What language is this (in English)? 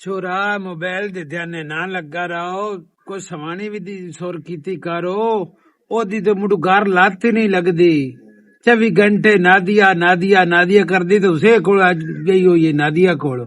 Western Panjabi